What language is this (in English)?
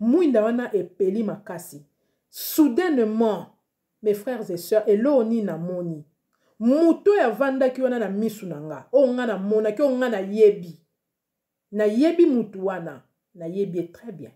Lingala